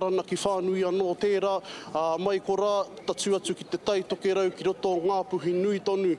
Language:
Māori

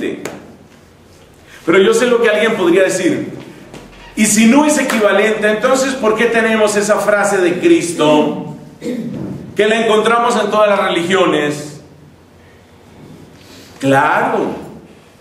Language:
Spanish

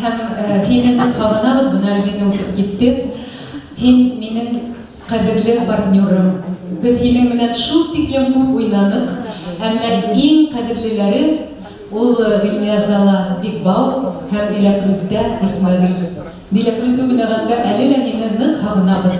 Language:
Bashkir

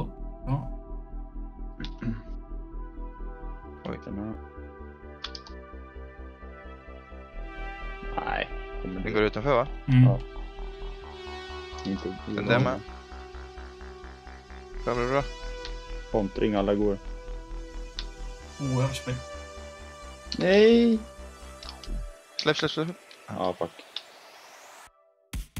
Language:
Swedish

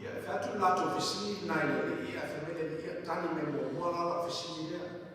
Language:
Samoan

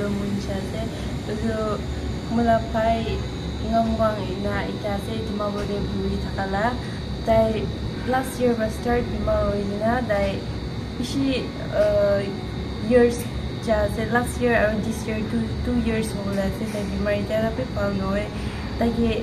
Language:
Naga Pidgin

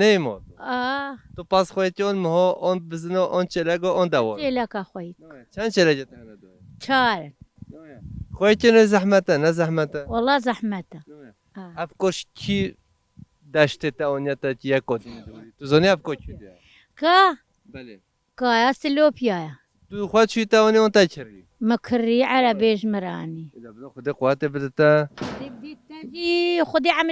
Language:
Kurdish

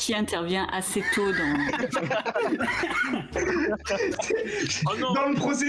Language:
French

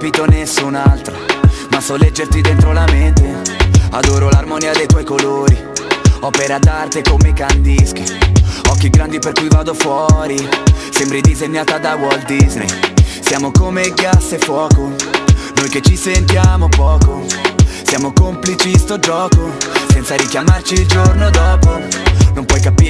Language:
Italian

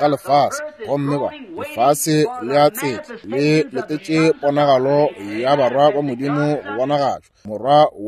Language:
Northern Sotho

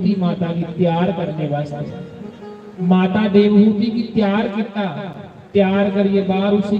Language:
Dogri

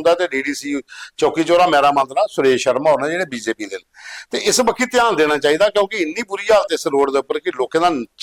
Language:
Dogri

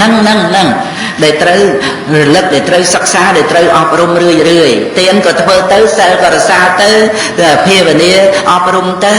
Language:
Khmer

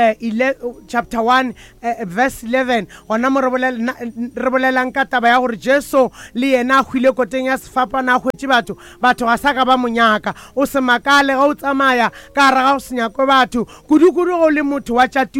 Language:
Northern Sotho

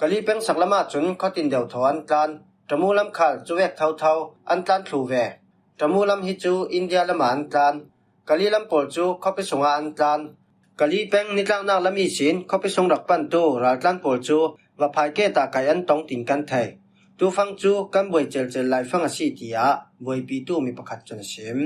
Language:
Falam Chin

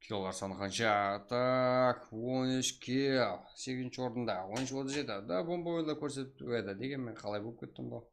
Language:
Kara-Kalpak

